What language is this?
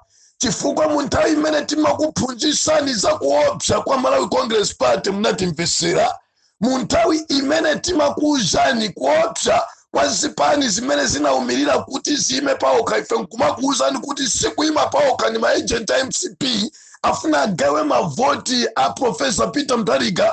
Nyanja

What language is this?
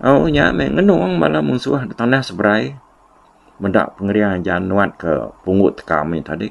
Iban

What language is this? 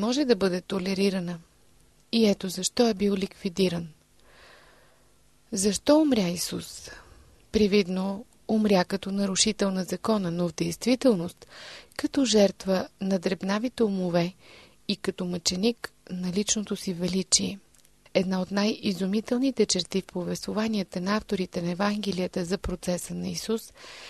Bulgarian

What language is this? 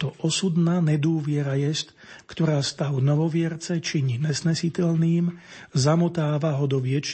Slovak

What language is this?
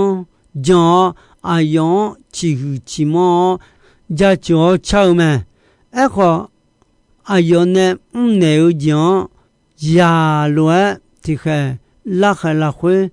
Akha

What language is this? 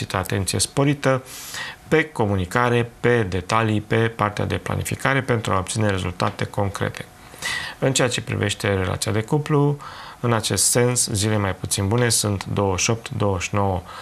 Romanian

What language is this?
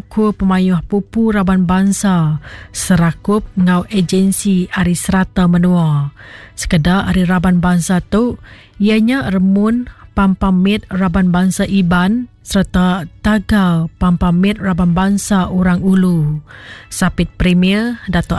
Iban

